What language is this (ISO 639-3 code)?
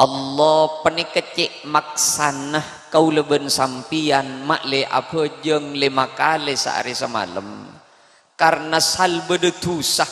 mad